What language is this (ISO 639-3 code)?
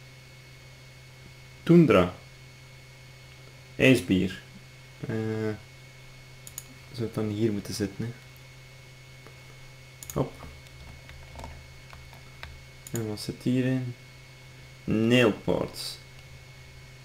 nld